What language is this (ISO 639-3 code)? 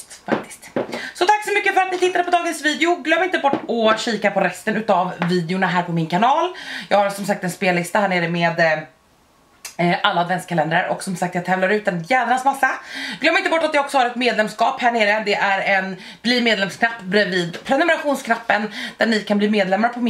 swe